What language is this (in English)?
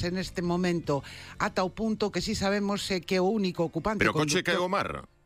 Galician